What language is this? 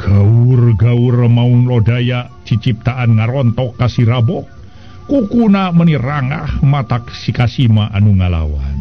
Sundanese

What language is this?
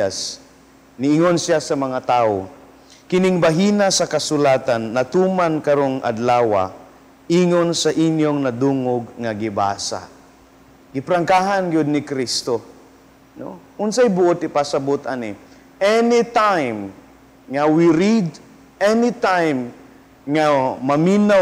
Cebuano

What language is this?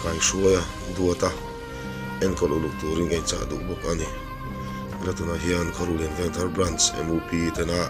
Mizo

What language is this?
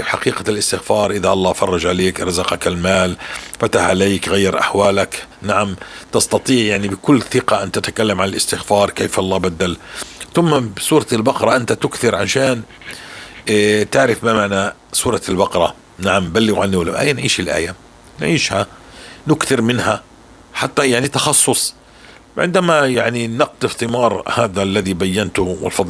North Levantine Arabic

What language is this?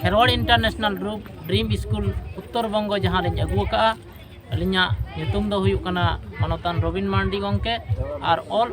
Santali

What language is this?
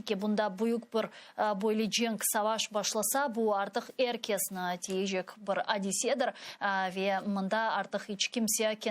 Crimean Tatar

